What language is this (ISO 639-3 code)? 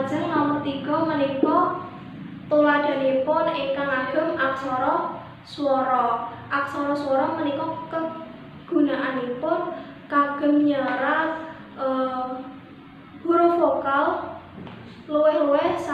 jav